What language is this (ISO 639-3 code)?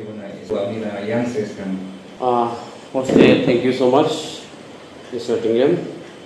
nag